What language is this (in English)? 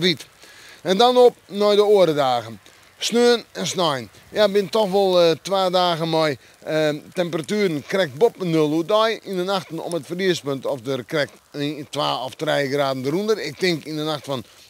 Western Frisian